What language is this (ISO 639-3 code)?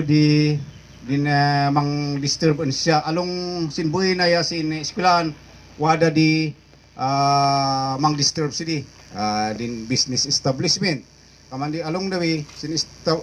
kne